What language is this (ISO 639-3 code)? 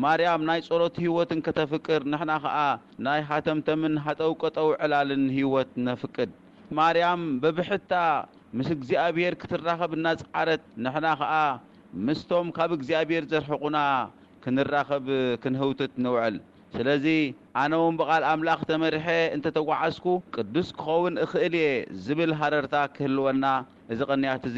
tir